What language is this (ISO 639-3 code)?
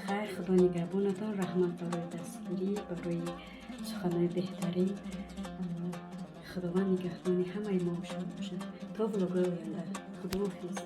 tgk